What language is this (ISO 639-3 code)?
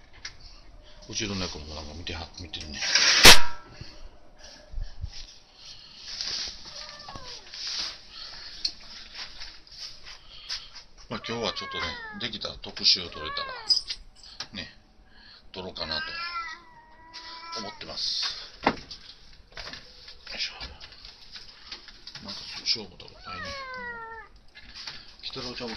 jpn